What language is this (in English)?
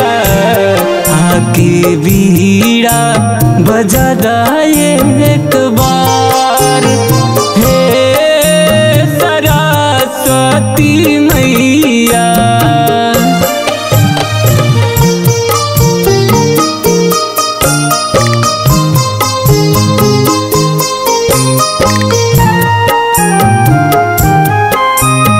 Bhojpuri